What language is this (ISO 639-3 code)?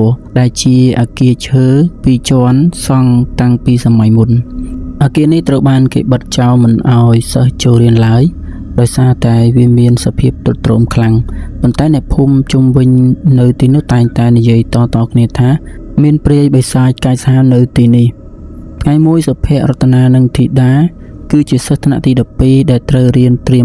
khm